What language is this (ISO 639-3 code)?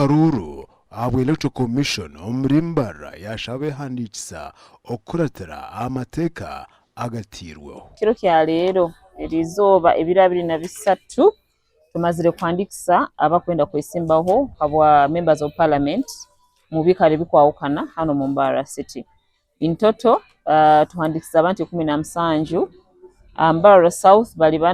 nyn